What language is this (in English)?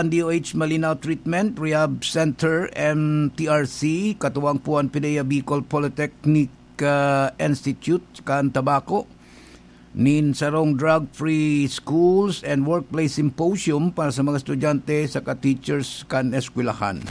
Bikol